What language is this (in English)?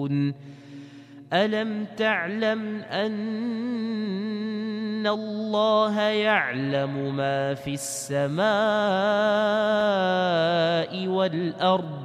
Arabic